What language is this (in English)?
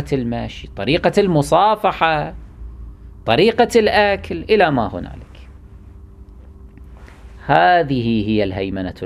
Arabic